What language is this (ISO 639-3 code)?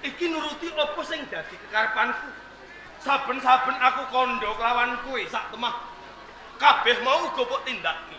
jav